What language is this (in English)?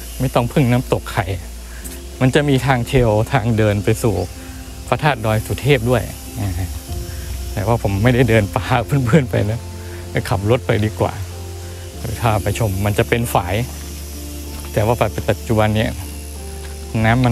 Thai